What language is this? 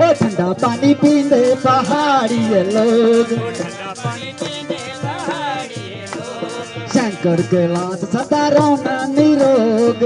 Dogri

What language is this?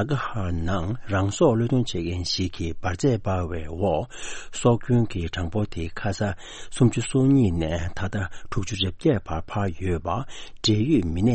Tibetan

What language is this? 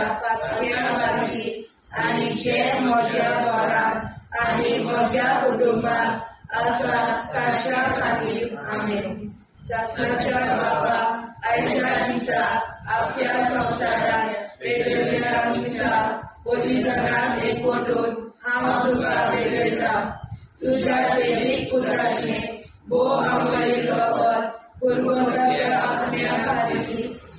Konkani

